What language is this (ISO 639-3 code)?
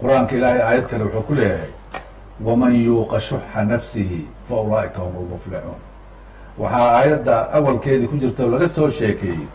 som